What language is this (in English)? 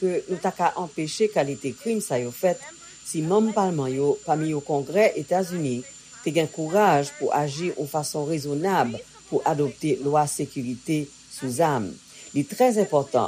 Haitian Creole